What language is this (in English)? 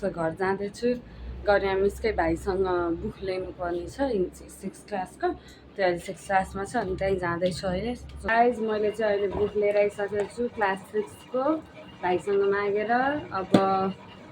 Nepali